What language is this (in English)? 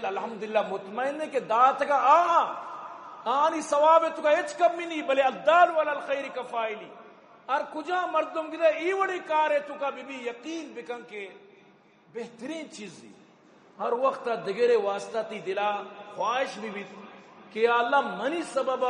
Eastern Balochi